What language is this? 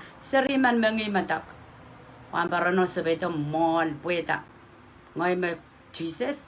Pohnpeian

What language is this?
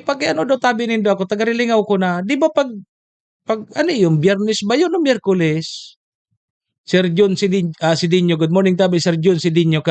Bikol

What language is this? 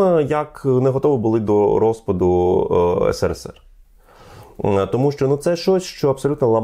Ukrainian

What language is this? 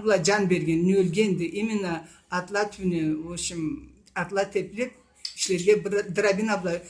Karachay-Balkar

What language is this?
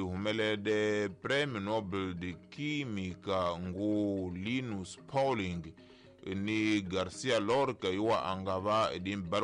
Tsonga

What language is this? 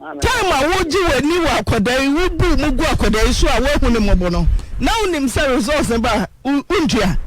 Akan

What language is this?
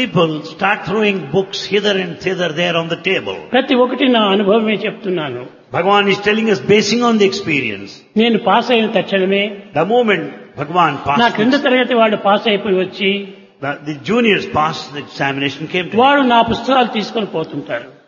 Telugu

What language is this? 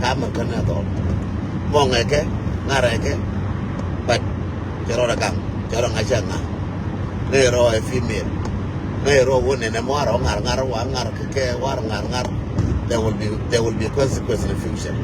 Nuer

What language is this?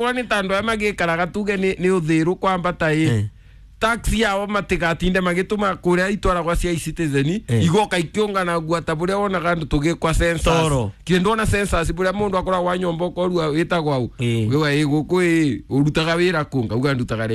Kikuyu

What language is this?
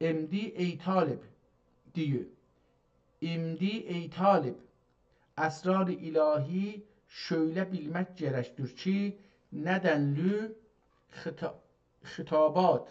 South Azerbaijani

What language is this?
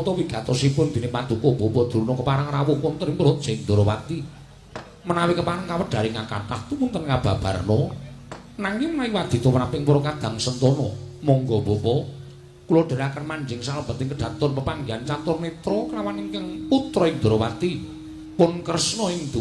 Javanese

